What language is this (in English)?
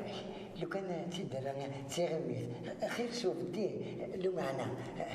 Kabyle